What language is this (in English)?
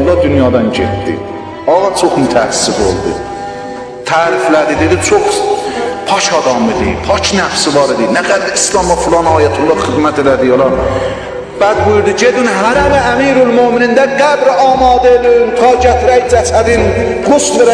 South Azerbaijani